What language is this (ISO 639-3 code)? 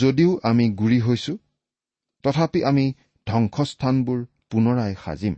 asm